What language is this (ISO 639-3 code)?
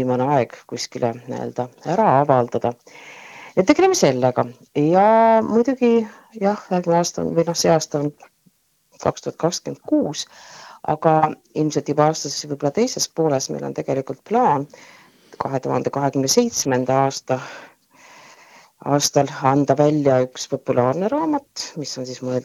est